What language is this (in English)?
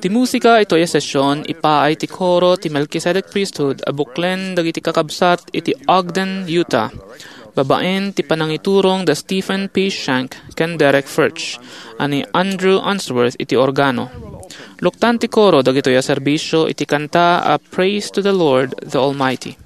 Iloko